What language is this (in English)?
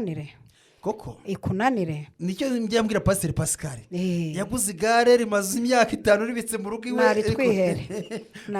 Kinyarwanda